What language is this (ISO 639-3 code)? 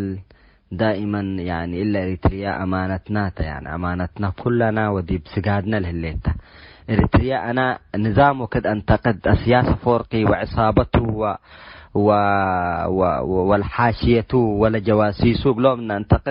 tig